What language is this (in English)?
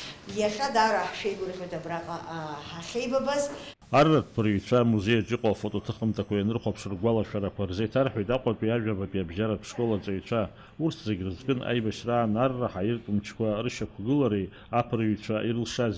Abkhazian